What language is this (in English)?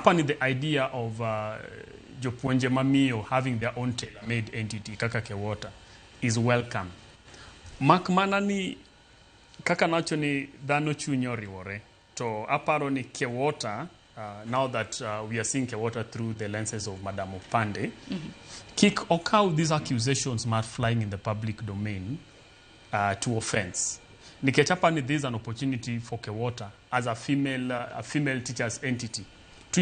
Luo (Kenya and Tanzania)